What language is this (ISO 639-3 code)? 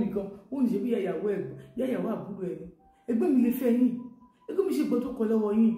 yor